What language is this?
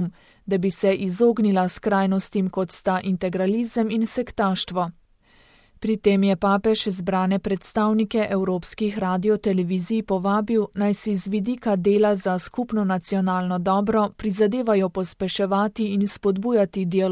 Slovenian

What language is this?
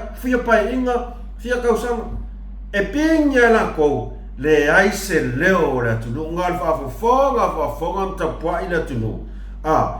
Samoan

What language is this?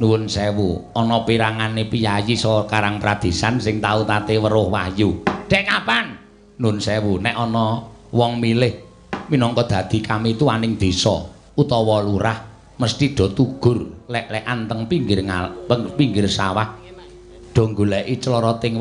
Javanese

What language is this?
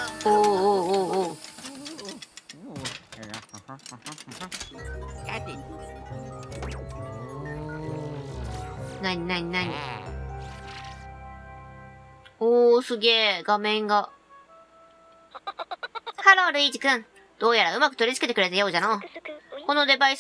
Japanese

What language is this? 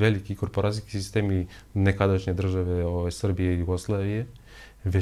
Serbian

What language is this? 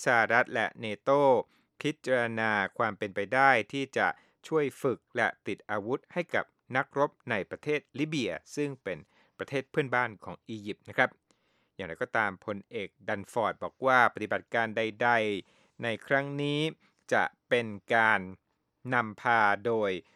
Thai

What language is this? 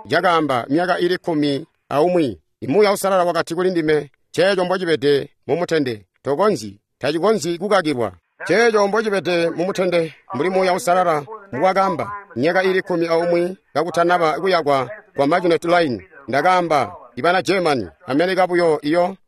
Tonga (Zambia)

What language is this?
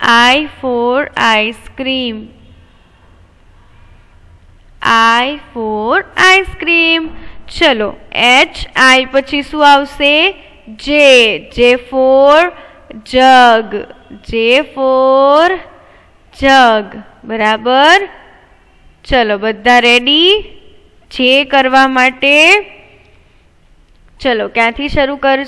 Gujarati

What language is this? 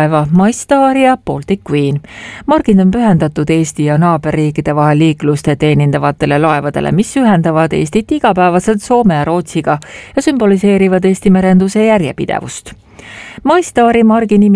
Estonian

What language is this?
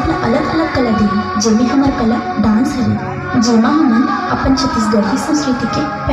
Chhattisgarhi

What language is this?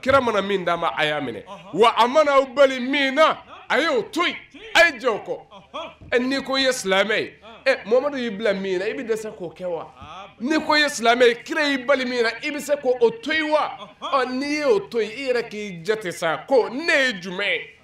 Bambara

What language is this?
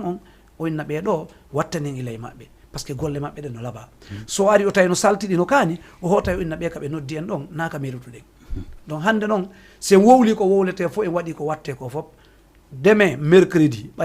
Fula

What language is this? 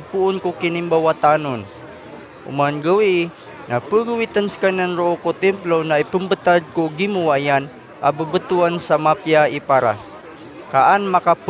Maranao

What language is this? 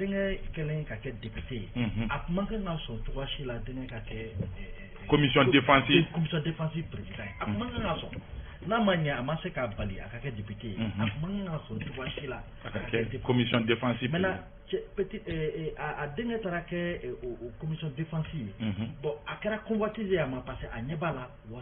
Bambara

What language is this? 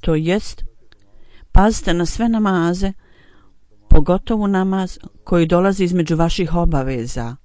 Bosnian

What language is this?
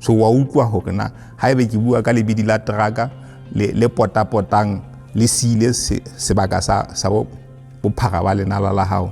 Southern Sotho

